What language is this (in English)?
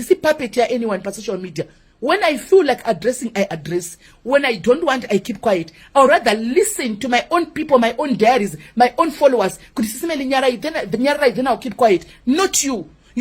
Shona